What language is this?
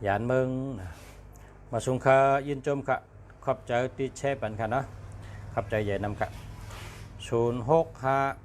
Shan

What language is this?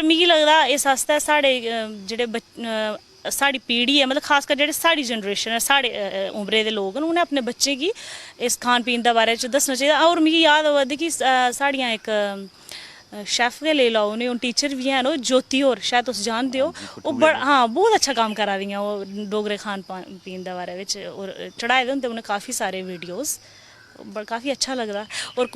Dogri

